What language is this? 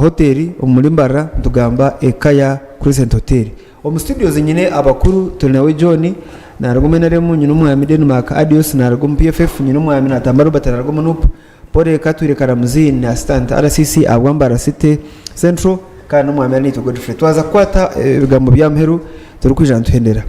Nyankole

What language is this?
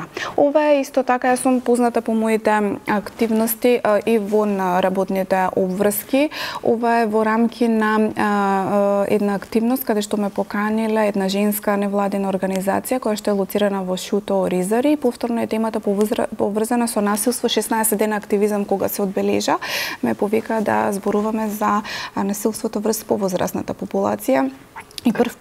Macedonian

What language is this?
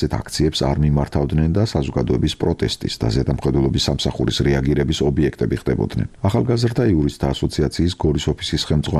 Georgian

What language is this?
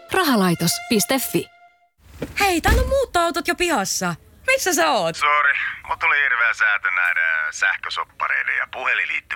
Finnish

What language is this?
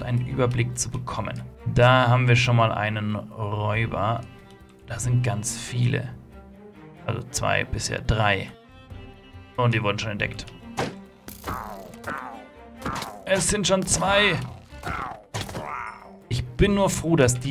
German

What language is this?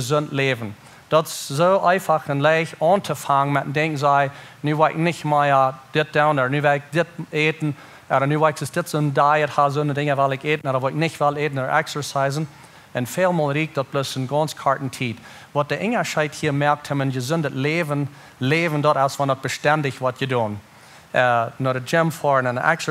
Plautdietsch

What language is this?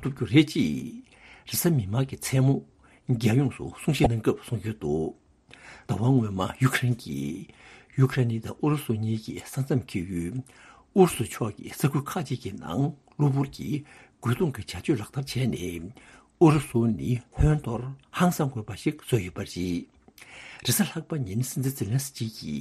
Tibetan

